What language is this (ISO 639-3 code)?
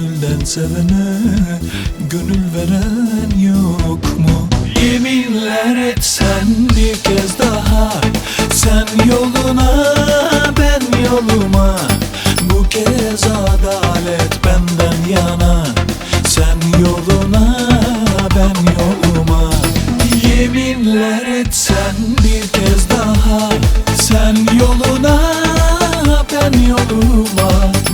tur